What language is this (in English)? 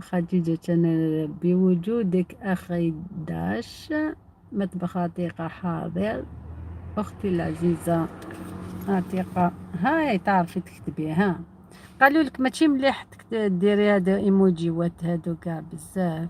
Algerian Arabic